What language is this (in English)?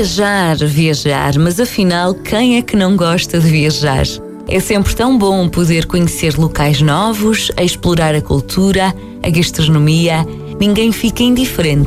Portuguese